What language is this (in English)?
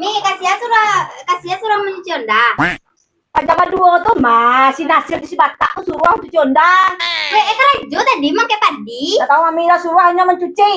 Minangkabau